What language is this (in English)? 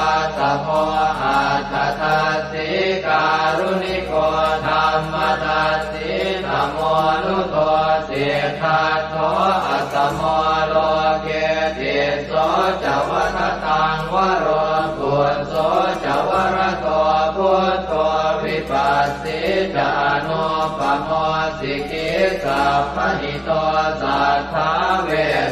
Pali